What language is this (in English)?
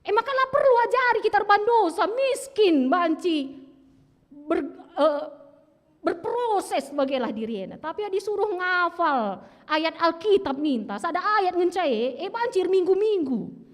Batak Karo